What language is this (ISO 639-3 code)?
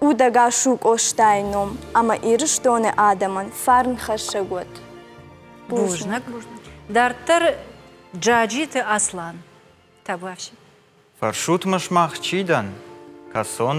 oss